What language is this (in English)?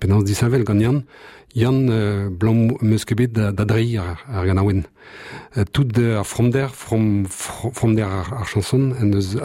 Breton